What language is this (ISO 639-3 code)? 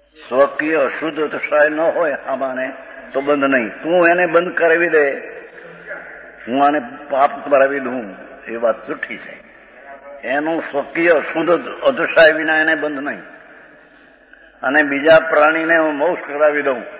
guj